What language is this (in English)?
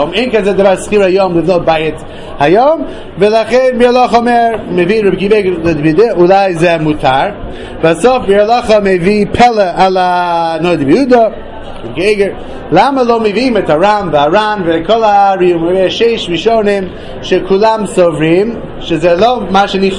Hebrew